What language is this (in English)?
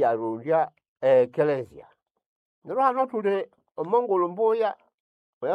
Nande